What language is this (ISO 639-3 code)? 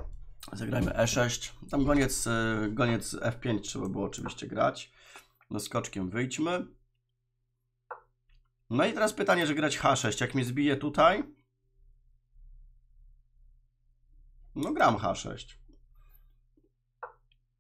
pol